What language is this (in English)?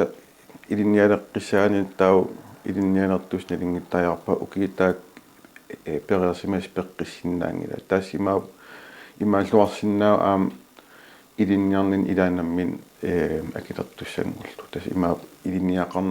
Kalaallisut